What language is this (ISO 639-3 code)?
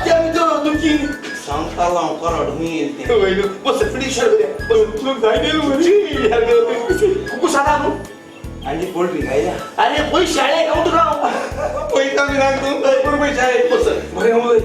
kok